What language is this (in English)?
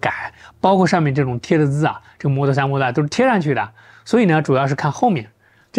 Chinese